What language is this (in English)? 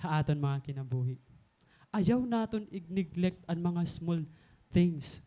Waray